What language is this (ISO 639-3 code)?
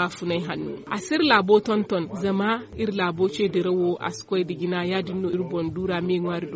dje